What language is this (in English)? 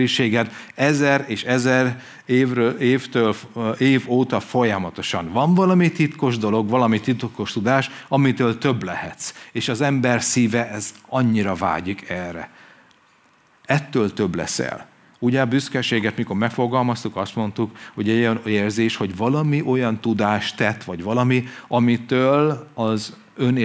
Hungarian